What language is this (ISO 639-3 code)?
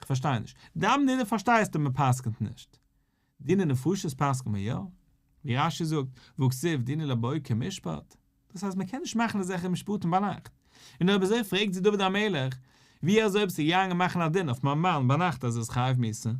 yid